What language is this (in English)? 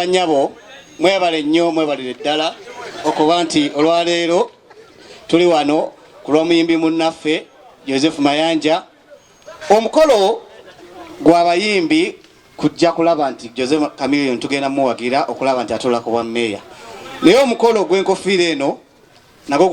Ganda